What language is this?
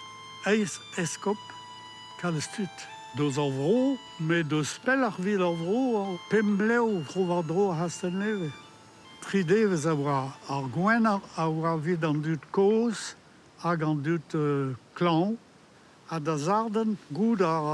Breton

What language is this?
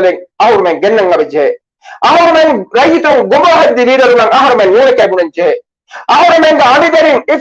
Divehi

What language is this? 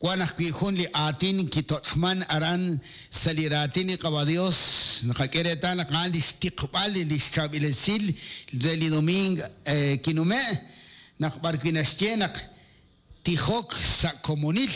Kekchí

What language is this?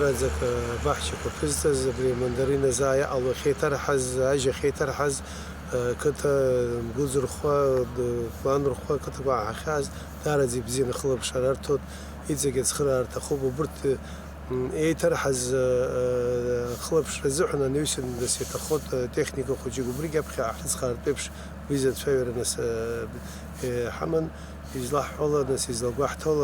Abkhazian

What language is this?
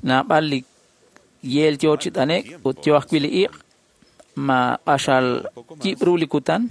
Kekchí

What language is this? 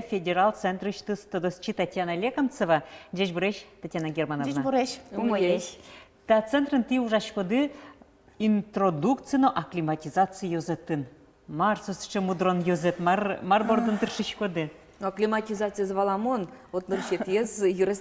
Udmurt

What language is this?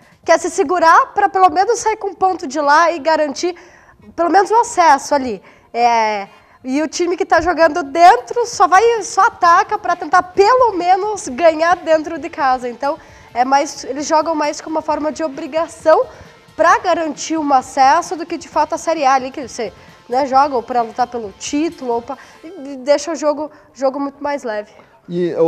Portuguese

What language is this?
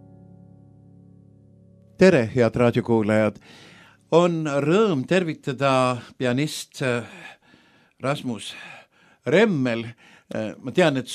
Estonian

